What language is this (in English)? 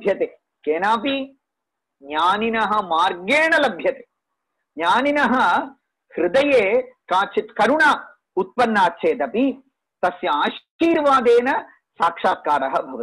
Sanskrit